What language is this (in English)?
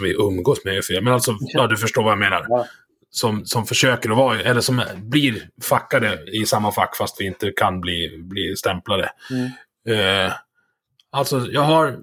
Swedish